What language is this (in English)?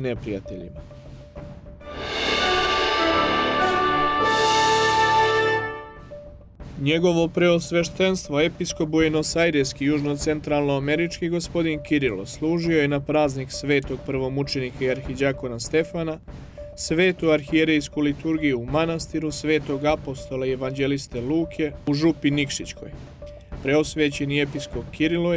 Serbian